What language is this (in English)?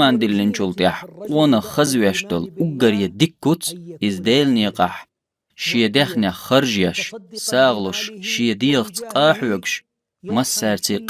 Chechen